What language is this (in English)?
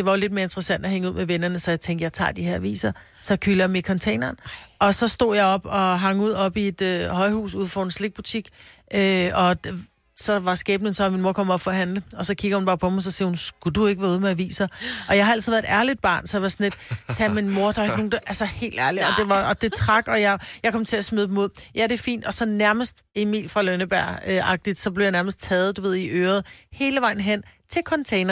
Danish